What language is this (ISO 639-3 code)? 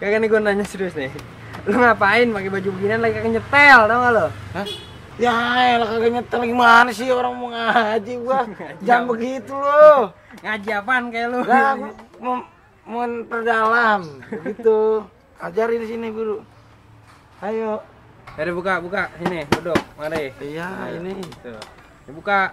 bew